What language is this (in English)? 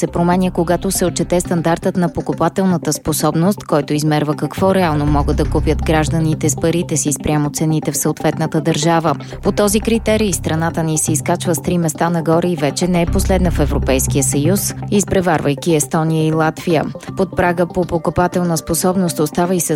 Bulgarian